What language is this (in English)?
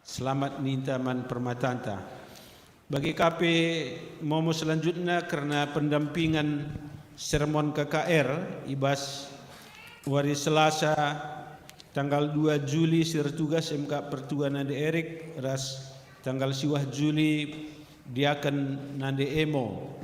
Batak Karo